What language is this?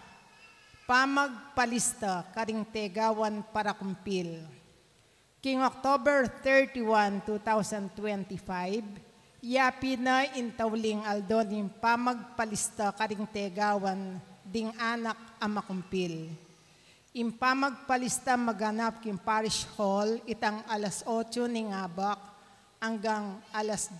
Pampanga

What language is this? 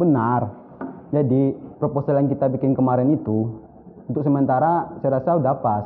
Minangkabau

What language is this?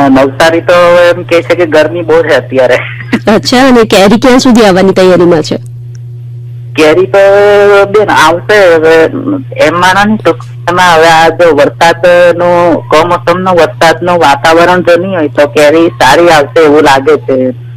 Gujarati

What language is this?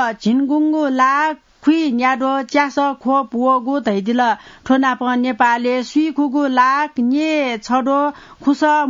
Newari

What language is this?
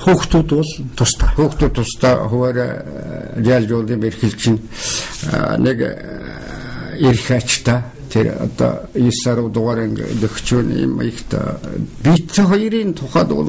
Mongolian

